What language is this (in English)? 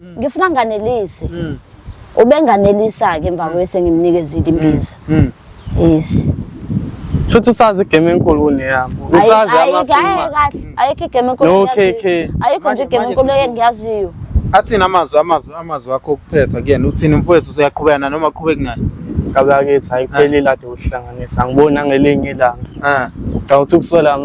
Zulu